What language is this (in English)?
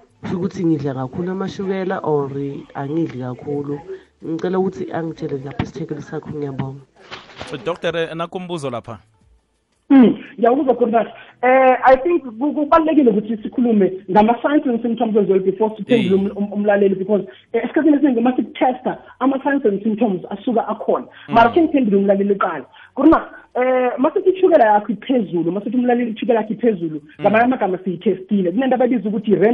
South Ndebele